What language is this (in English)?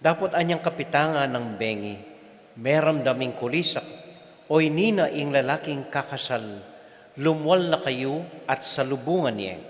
Pampanga